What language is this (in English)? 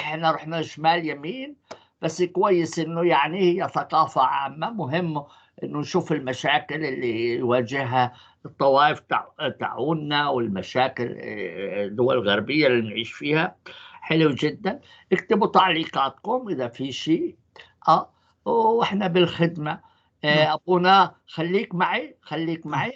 North Levantine Arabic